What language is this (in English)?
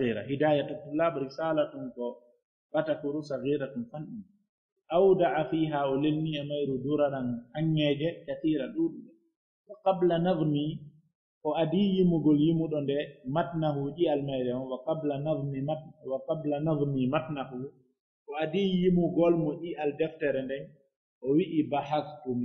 Pular